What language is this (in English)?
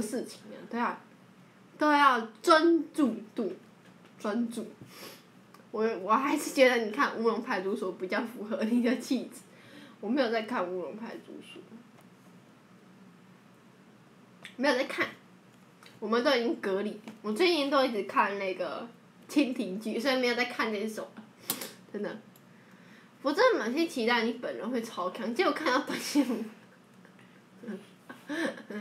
Chinese